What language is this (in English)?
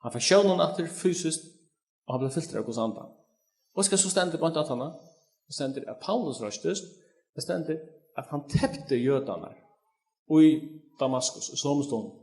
Faroese